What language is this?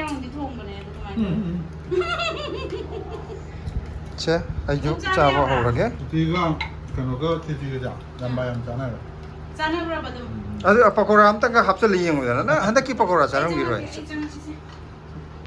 Manipuri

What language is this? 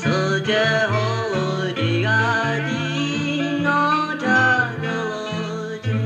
Lahu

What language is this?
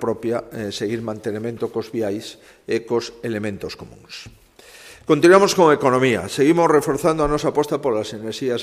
Galician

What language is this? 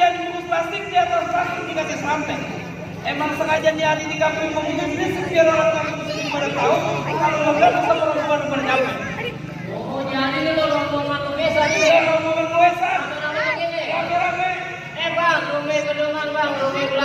Betawi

